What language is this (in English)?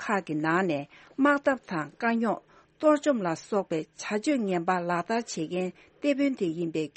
Tibetan